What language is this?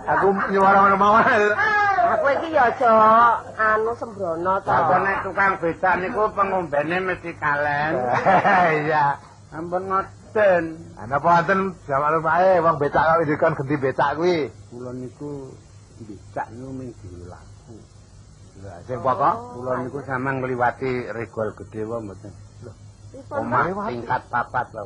Javanese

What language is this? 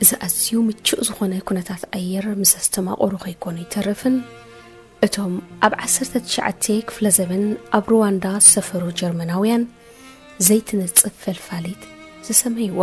Tigrinya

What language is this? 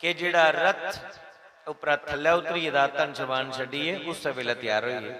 Dogri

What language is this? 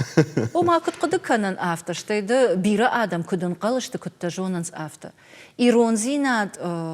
Ossetic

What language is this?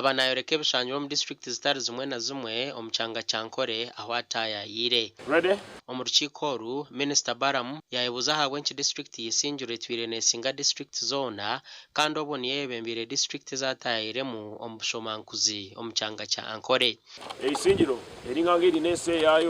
Nyankole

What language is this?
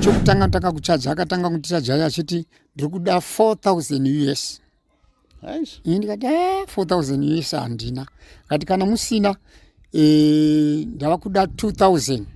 Shona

